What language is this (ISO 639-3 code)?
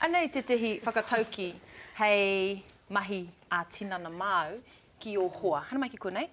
mri